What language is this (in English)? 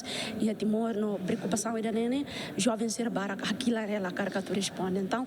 Tetum